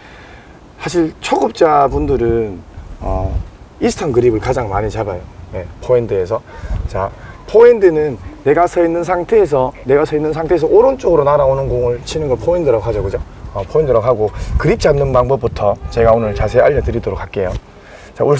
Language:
Korean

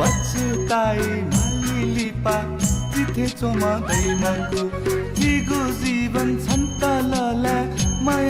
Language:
Newari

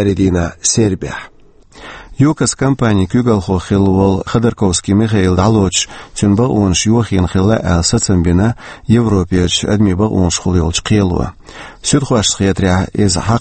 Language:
Chechen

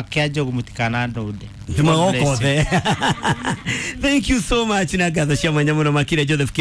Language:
Kikuyu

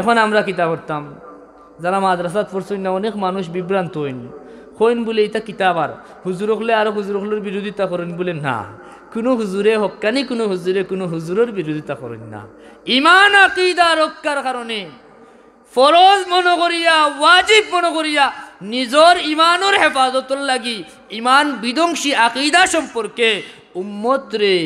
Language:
Sylheti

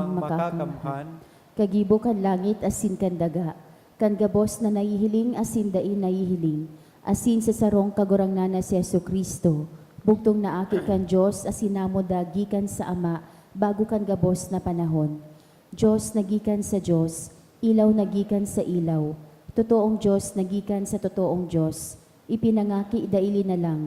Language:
Bikol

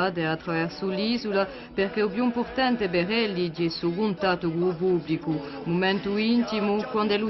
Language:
Corsican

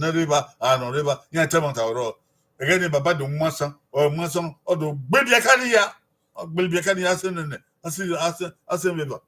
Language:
Bini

